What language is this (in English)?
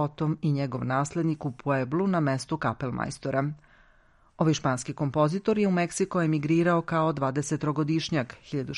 Serbian